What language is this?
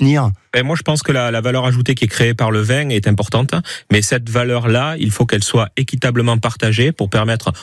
French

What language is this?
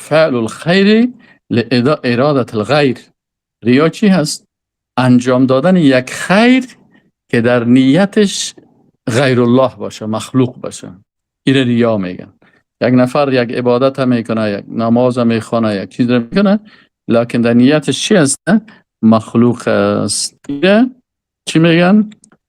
Persian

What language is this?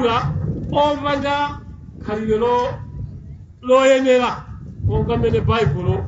Nyanja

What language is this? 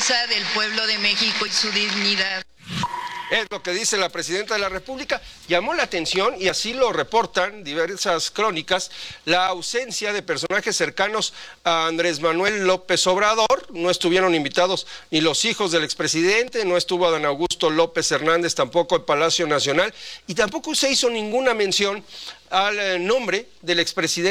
Spanish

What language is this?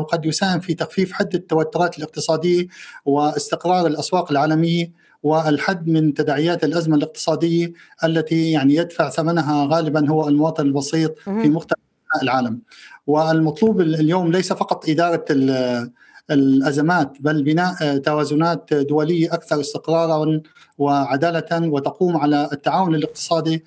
Arabic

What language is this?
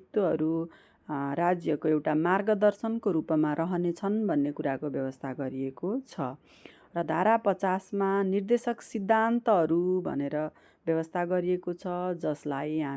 Nepali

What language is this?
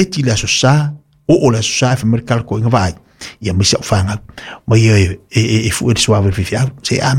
Samoan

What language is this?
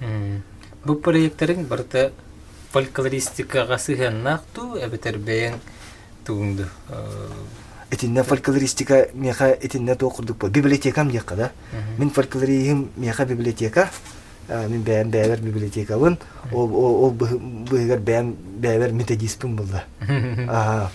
Yakut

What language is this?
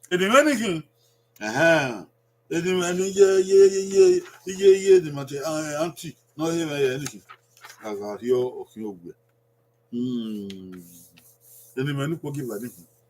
Bini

